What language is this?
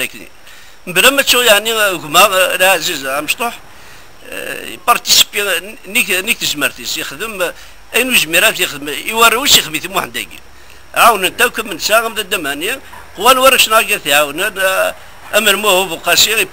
Kabyle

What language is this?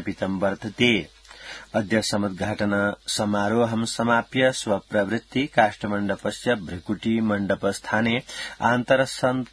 Sanskrit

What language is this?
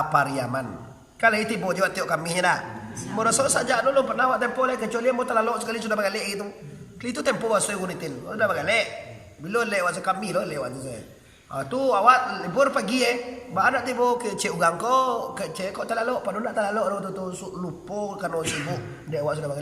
Minangkabau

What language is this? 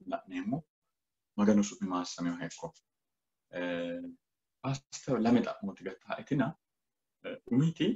Sidamo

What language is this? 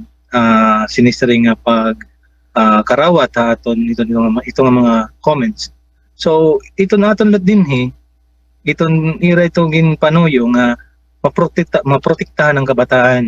Waray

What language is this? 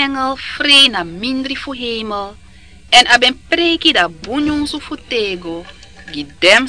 Sranan Tongo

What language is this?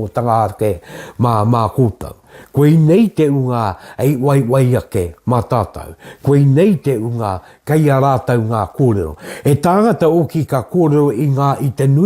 Māori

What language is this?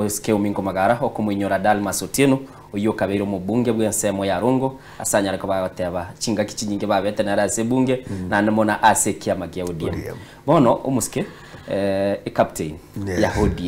Gusii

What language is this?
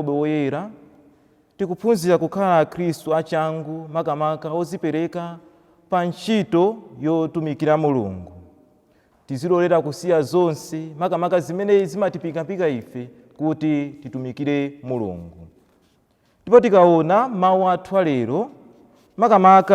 Nyanja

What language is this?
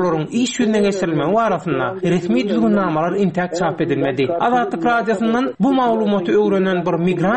Turkmen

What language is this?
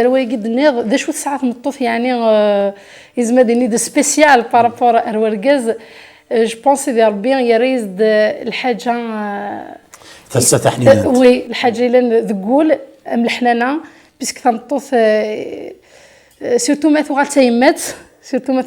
Kabyle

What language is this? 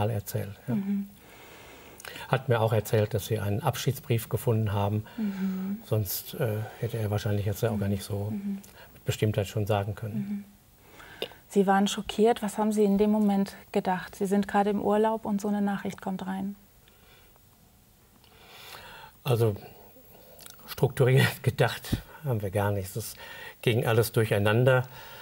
German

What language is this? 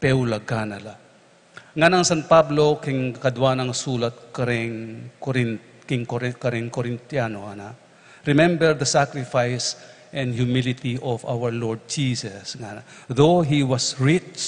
Pampanga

